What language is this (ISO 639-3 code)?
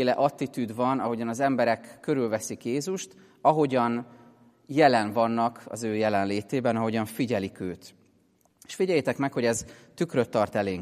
hun